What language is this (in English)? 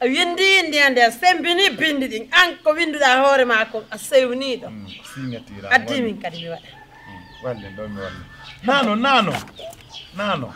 Pular